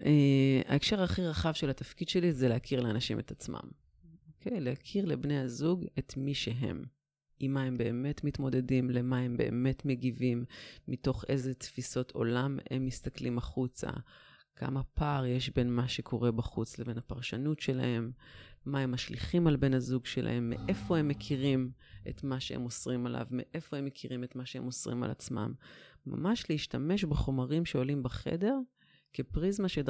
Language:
Hebrew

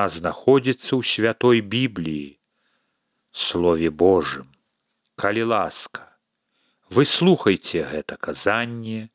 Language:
Belarusian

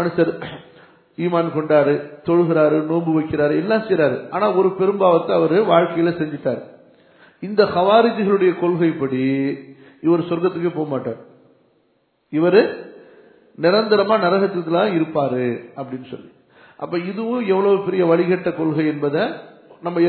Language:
Tamil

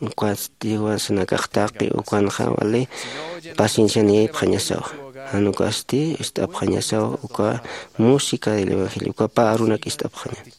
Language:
Aymara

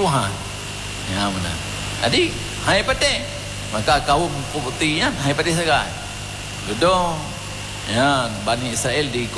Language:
Achinese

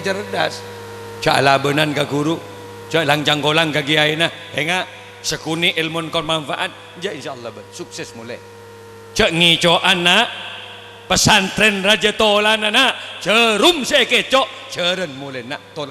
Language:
Madurese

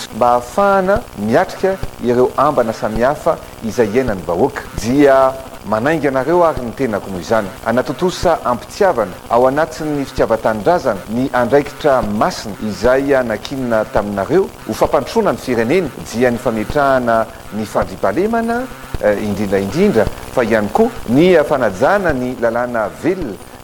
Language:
Malagasy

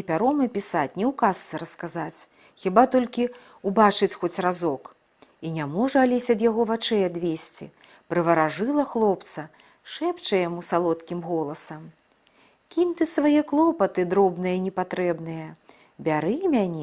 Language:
Belarusian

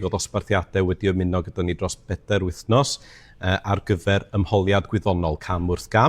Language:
Welsh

